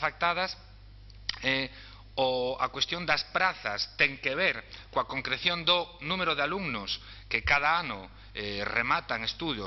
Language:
Galician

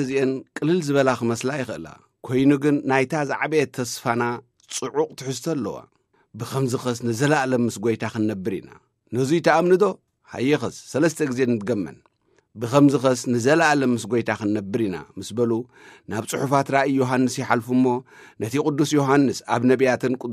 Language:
Tigrinya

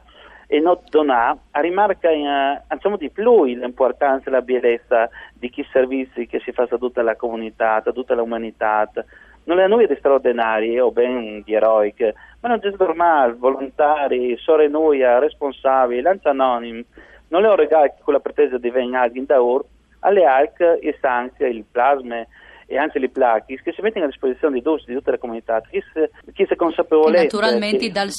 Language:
Friulian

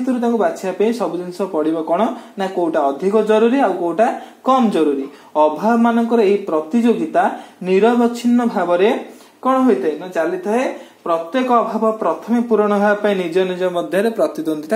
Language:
Odia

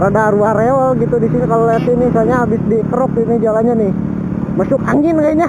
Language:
Betawi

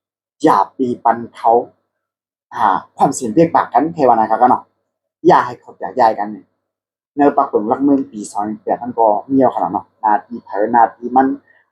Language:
Shan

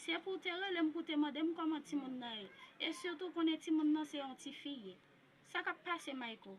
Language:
Haitian Creole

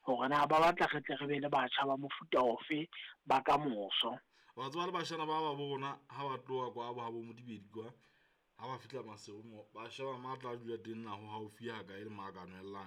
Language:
Southern Sotho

